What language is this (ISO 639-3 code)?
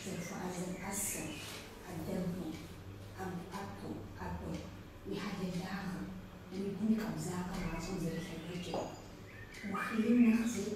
kbd